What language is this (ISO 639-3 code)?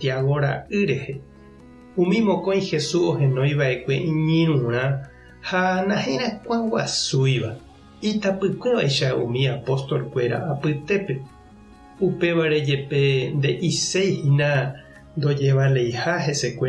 grn